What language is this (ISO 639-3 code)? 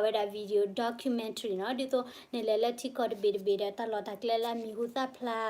ksw